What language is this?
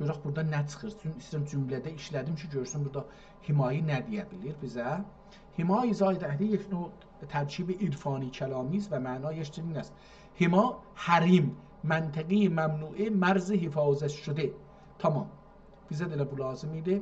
South Azerbaijani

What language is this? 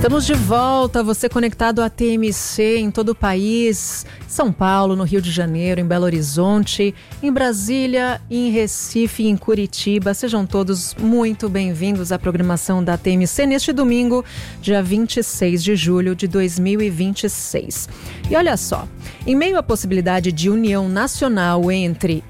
Portuguese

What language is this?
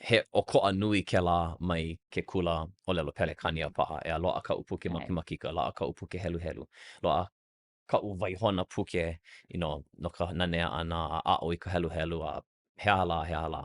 Hawaiian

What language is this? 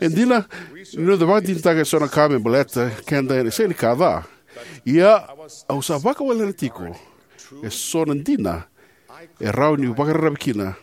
Fijian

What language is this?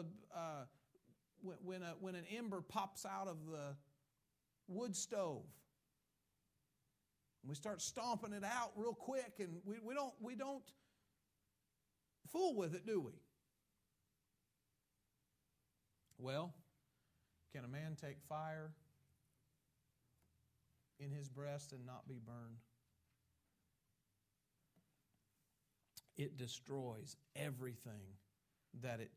English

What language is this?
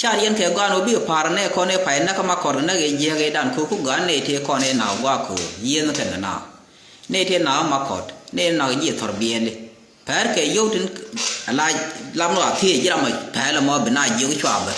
Nuer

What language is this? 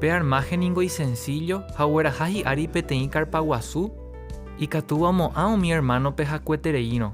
Guarani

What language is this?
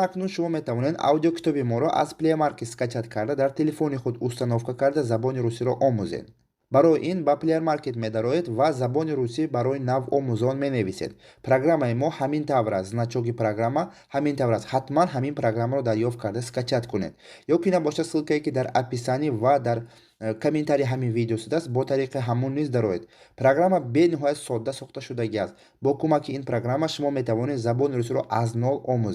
Tajik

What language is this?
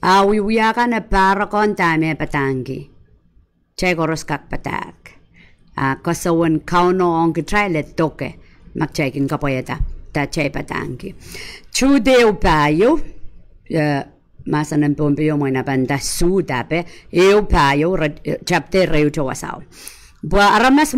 Pohnpeian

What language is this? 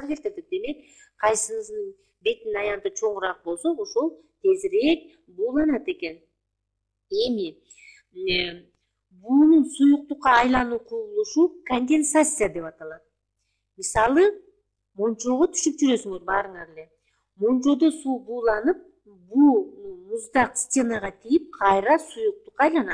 Kyrgyz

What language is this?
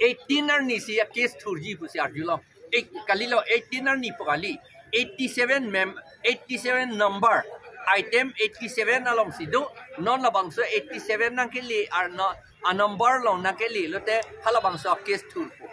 Karbi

